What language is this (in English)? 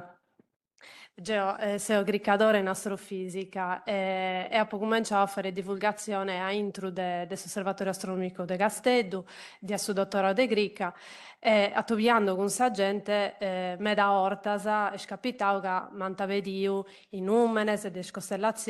Sardinian